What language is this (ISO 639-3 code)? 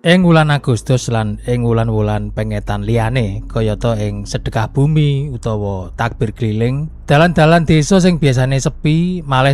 jav